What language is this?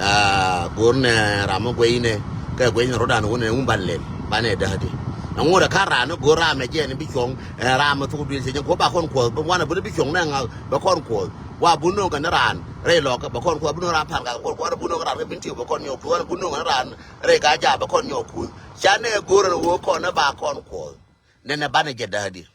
Nuer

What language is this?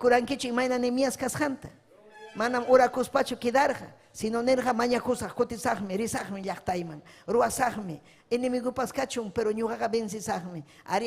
Ayacucho Quechua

